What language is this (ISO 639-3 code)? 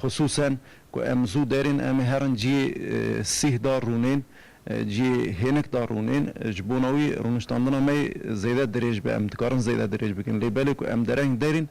kur